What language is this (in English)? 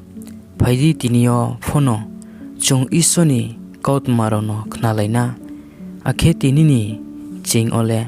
Riang (India)